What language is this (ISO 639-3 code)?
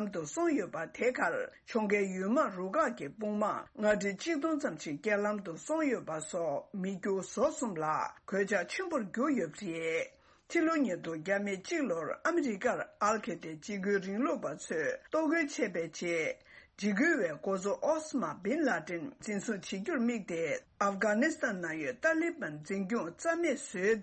bod